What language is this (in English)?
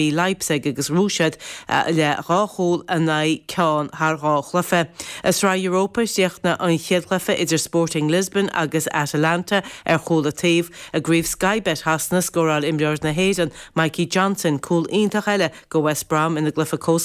Irish